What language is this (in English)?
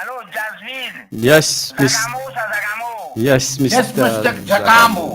Morisyen